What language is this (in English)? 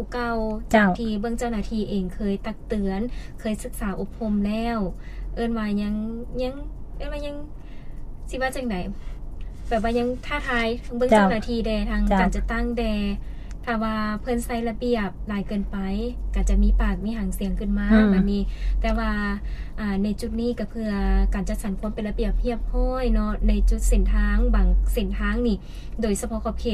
Lao